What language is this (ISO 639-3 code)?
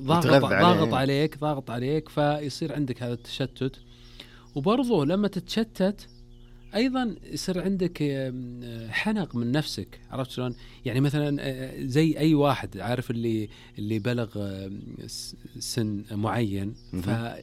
ars